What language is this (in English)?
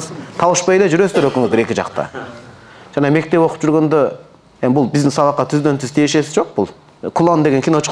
Kyrgyz